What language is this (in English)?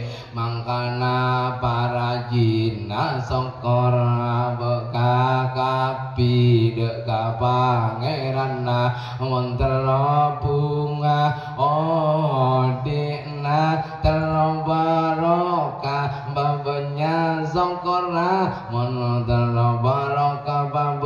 Madurese